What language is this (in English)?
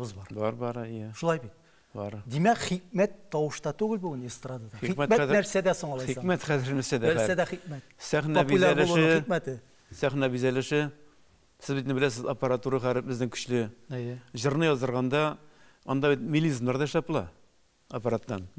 Tatar